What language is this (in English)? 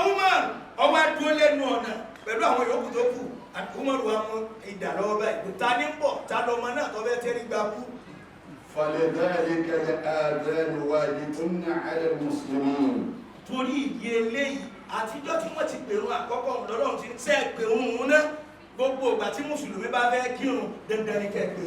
Yoruba